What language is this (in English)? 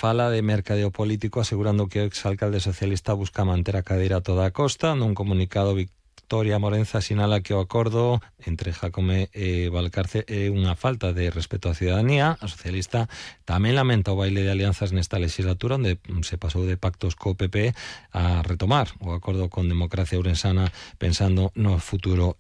Galician